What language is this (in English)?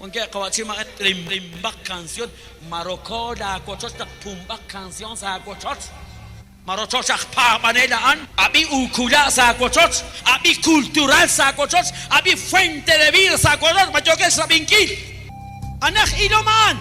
Kekchí